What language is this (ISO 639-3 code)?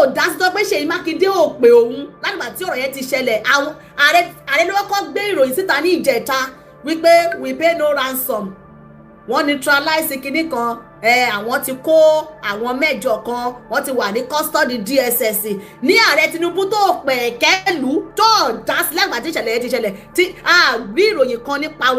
yor